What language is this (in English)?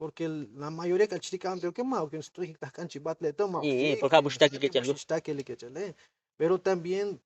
Tzotzil